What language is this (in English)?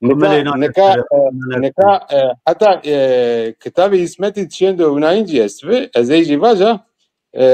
Zaza